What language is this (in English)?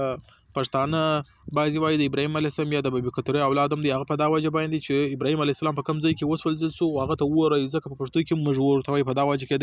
Pashto